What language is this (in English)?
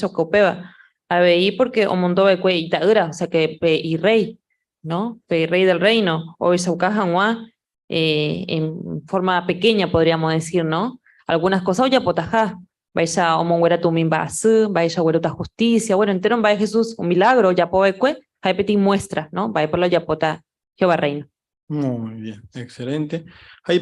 Guarani